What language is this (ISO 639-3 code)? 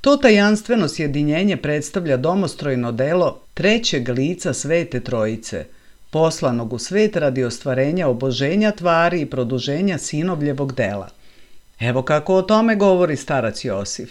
srp